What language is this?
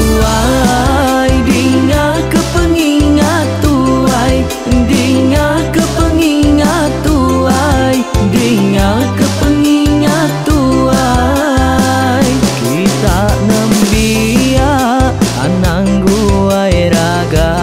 Iban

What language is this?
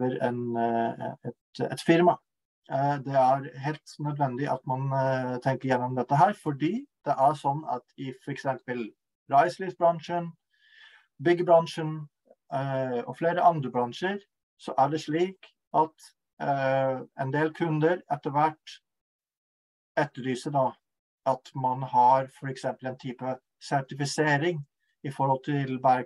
Norwegian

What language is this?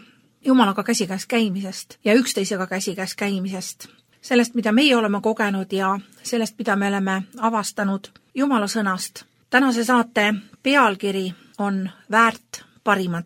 Estonian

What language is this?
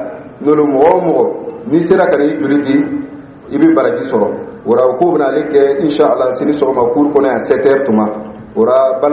Dyula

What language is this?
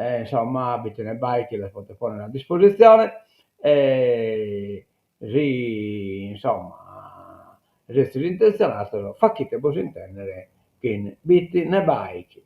Sardinian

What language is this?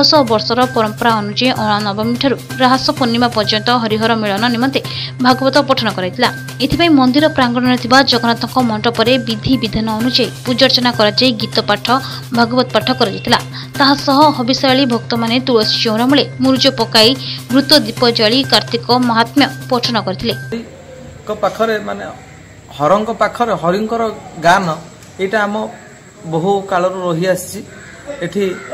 Odia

